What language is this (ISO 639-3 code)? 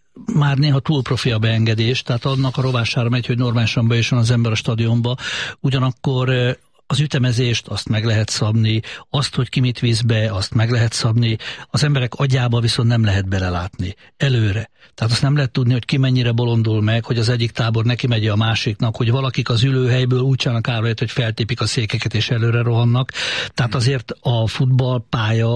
hun